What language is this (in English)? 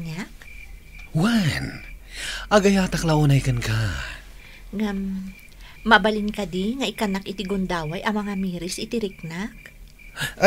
Iloko